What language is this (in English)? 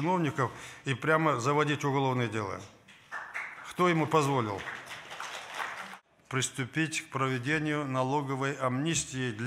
Russian